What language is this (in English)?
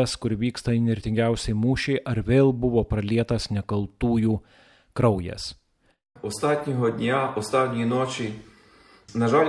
Lithuanian